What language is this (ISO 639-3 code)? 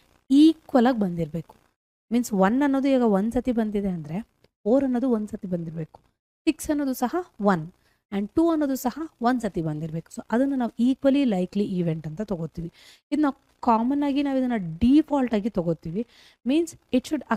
kan